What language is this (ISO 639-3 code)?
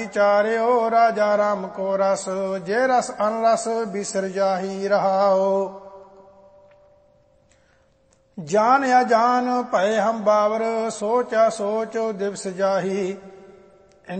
pan